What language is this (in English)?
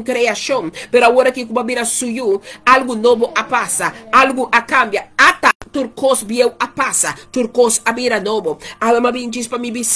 Papiamento